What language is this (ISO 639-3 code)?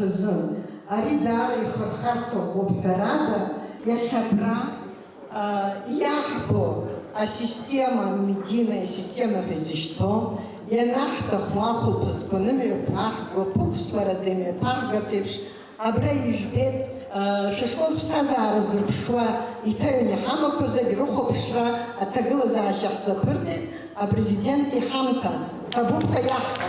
abk